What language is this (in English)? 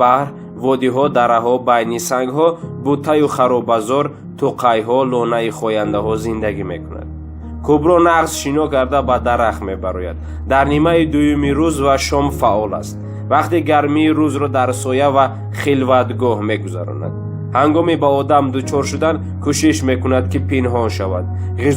Tajik